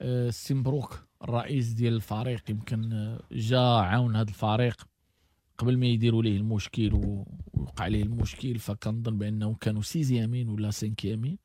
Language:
Moroccan Arabic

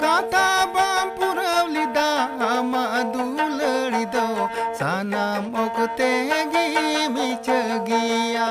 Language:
Santali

